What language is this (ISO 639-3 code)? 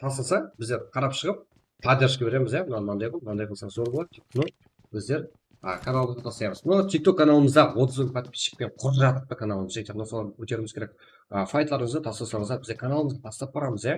kaa